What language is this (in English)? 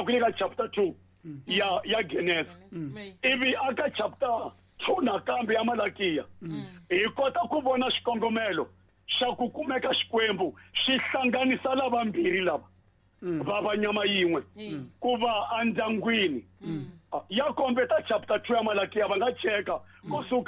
Tsonga